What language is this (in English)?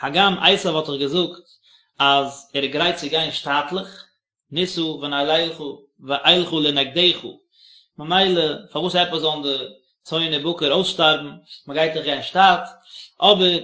Yiddish